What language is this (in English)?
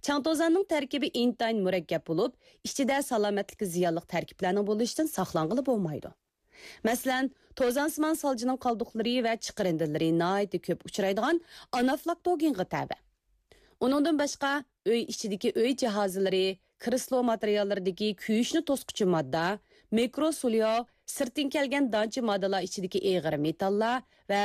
Uyghur